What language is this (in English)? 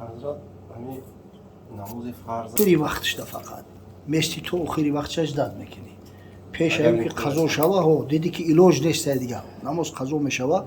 Tajik